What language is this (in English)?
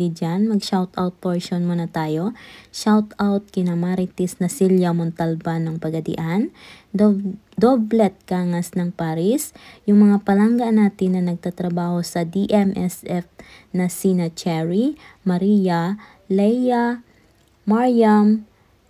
Filipino